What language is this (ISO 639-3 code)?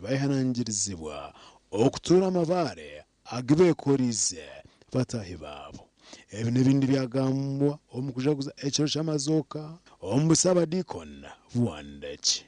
nyn